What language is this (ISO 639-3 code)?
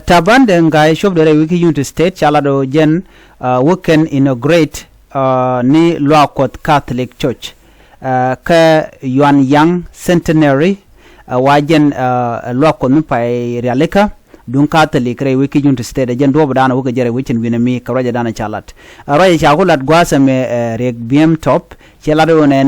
nus